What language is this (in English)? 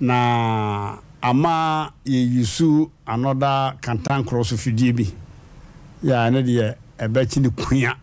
Akan